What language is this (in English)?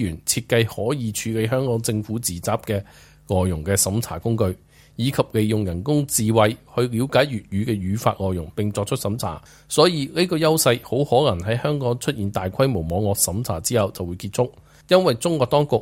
Cantonese